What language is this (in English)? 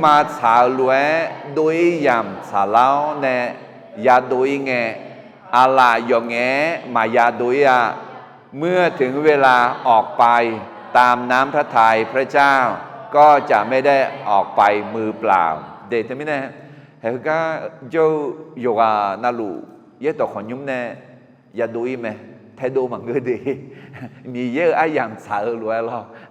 Akha